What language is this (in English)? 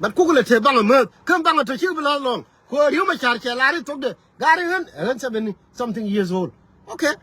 Nuer